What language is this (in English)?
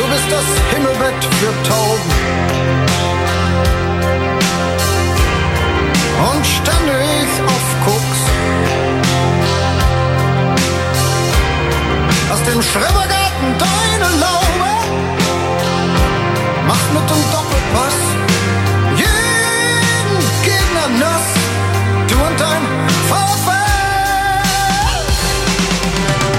German